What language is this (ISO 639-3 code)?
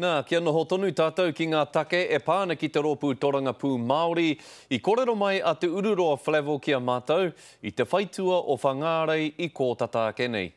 mri